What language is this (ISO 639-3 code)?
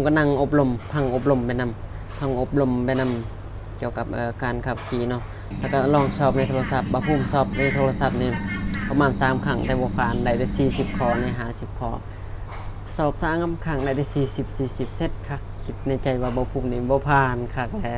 lao